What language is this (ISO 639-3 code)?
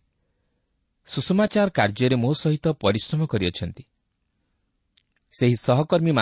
ori